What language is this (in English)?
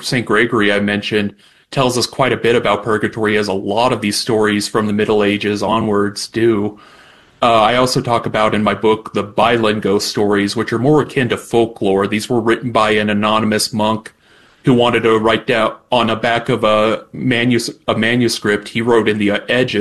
English